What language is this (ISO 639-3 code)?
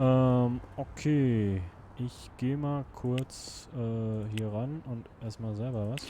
gsw